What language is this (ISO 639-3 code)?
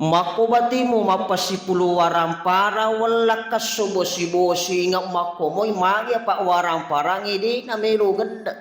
bug